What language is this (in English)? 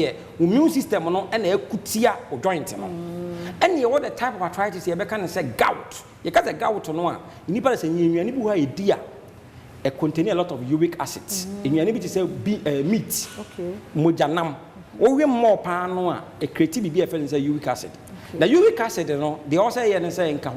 Akan